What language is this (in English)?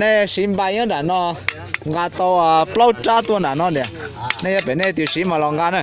Hmong